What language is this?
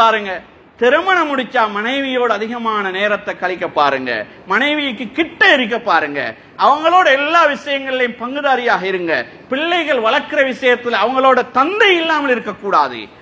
Tamil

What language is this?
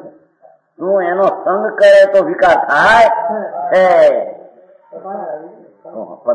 Gujarati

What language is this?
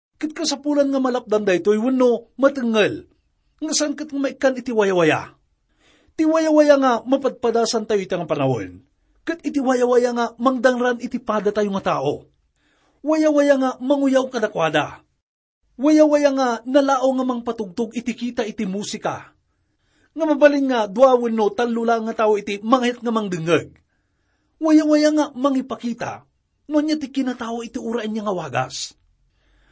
Iloko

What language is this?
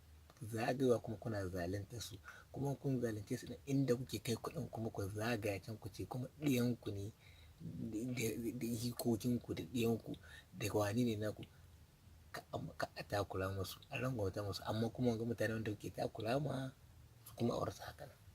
Hausa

